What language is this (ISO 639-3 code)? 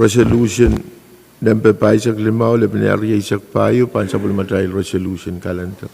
pon